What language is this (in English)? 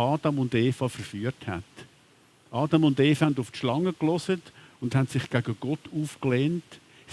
Swiss German